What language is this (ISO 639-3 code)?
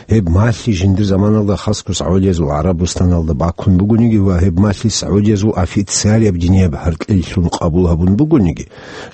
ava